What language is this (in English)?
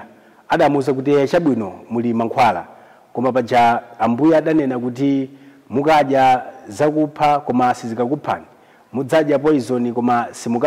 Nyanja